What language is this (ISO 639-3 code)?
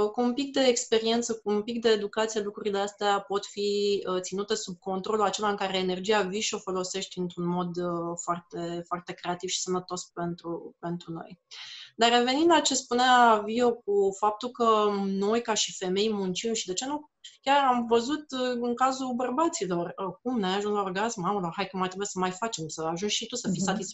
ron